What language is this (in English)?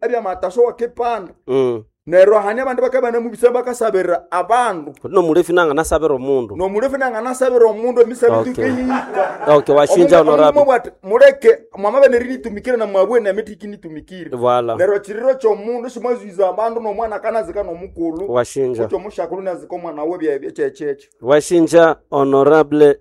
Nande